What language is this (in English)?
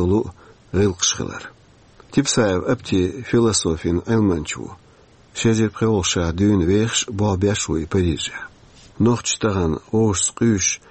Chechen